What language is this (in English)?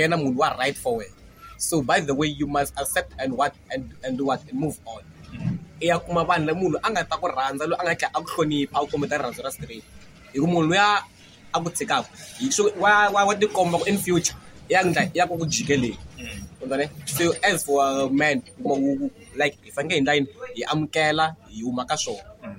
Tsonga